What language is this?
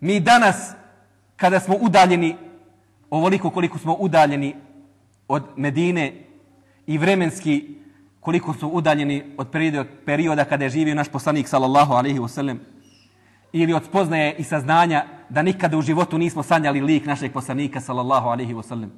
Bosnian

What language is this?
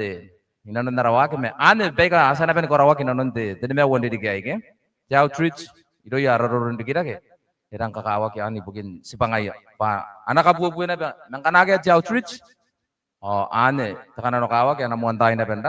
Gilbertese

